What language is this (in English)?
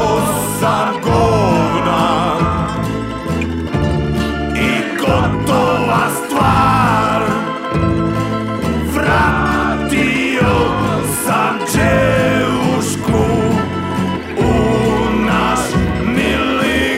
Serbian